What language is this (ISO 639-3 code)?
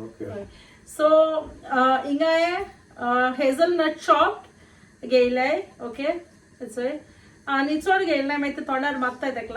kok